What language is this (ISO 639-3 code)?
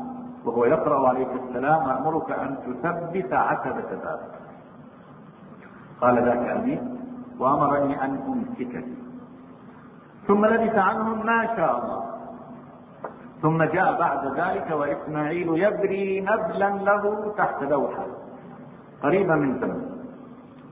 ara